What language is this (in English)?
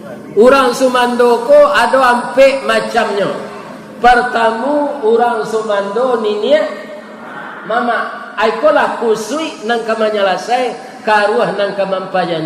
Minangkabau